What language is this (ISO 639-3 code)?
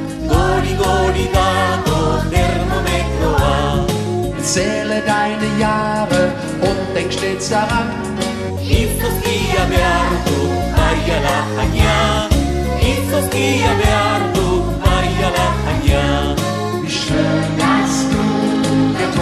eus